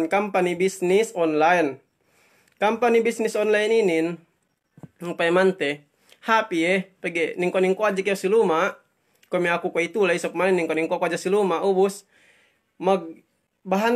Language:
Yakan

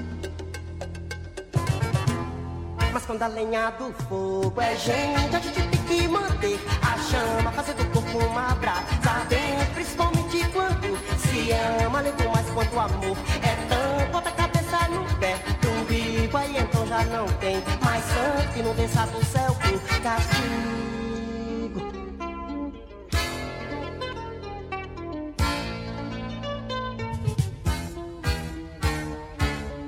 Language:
Portuguese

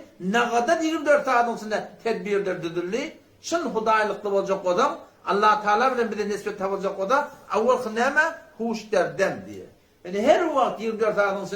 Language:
Turkmen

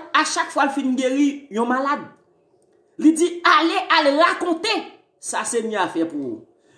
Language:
Haitian Creole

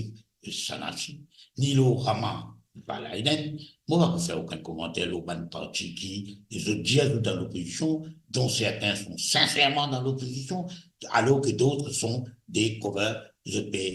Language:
Morisyen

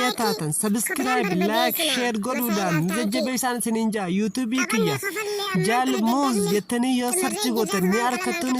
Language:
Oromo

